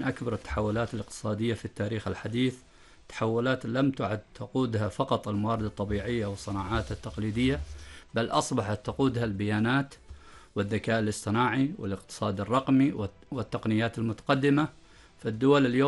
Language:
Arabic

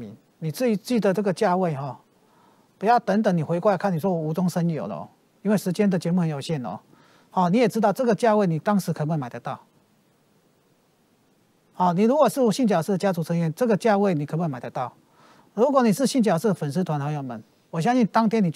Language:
Chinese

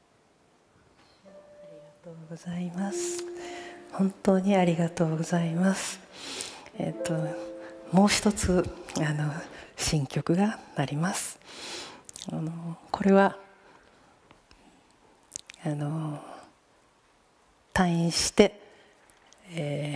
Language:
Japanese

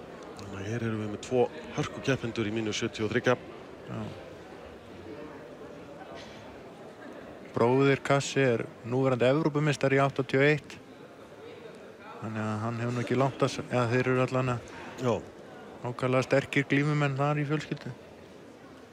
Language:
Icelandic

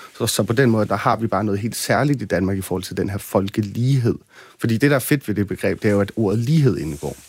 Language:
Danish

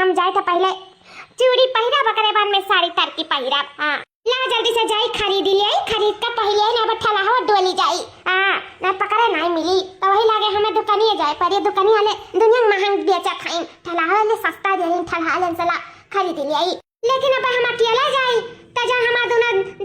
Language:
Awadhi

